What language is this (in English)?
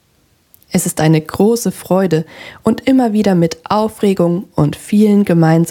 German